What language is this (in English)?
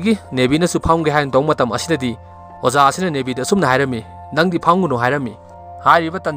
Manipuri